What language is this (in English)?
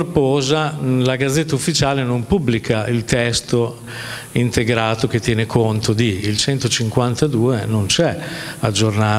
Italian